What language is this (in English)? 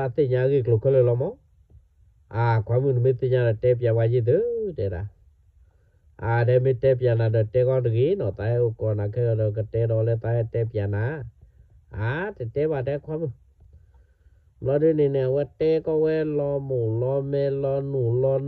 S'gaw Karen